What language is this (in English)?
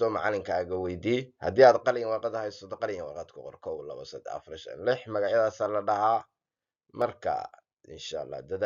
Somali